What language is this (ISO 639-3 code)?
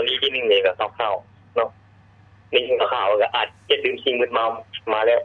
lao